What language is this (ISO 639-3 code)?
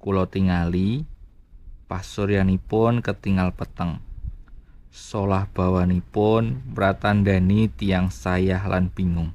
jav